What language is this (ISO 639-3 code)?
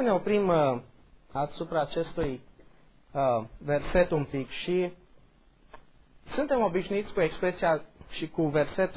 ron